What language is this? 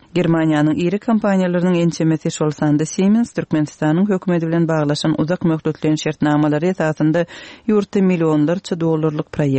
Turkmen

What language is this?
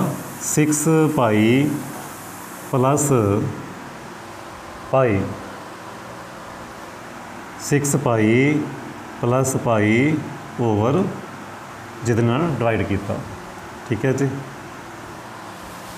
Punjabi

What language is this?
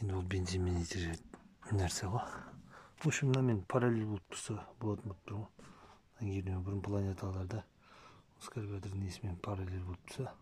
Kazakh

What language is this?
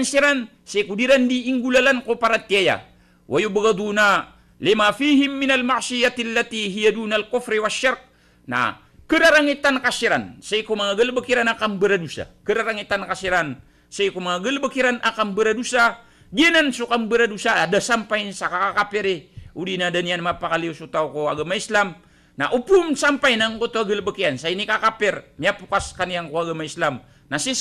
Maranao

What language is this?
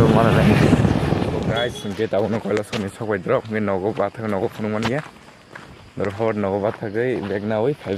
Kok Borok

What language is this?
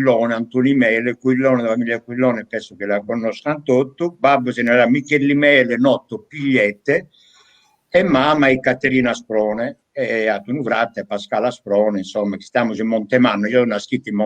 Sardinian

